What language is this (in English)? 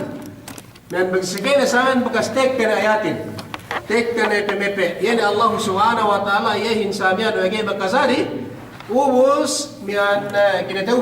Yakan